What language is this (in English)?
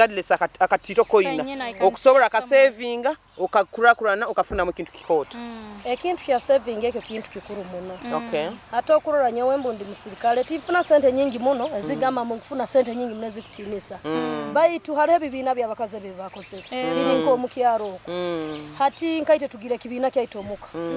Nyoro